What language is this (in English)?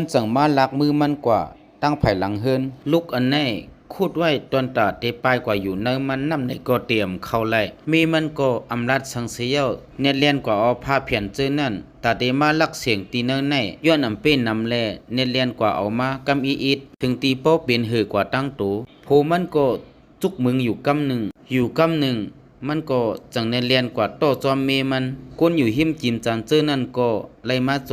Shan